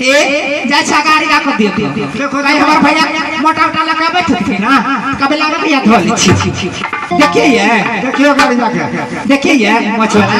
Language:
Maithili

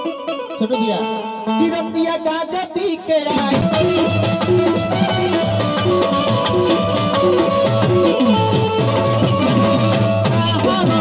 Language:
Bhojpuri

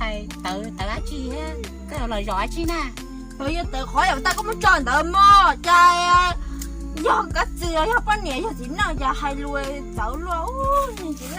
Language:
Hmong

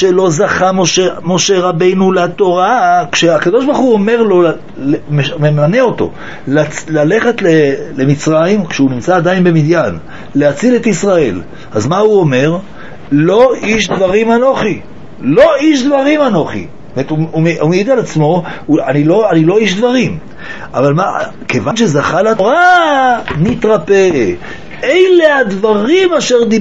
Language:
Hebrew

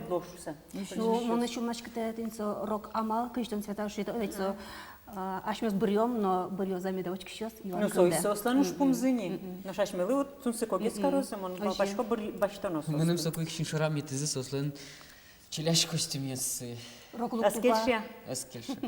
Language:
Udmurt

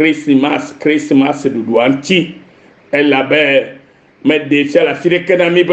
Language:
Ewe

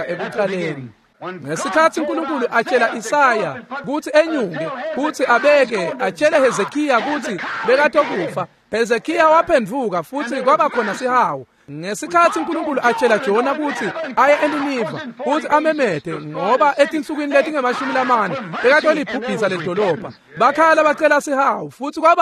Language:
Swati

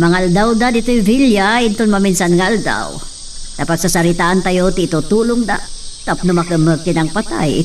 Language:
Iloko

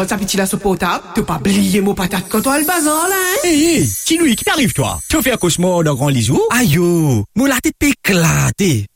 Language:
Morisyen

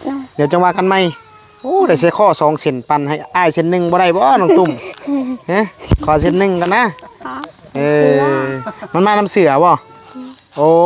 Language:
Northeastern Thai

